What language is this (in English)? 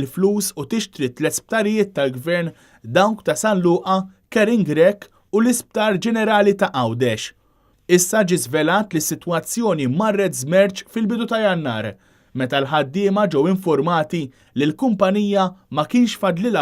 Maltese